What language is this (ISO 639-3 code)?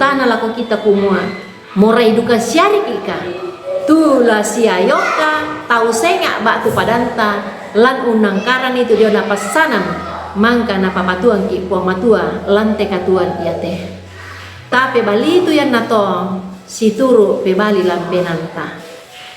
sda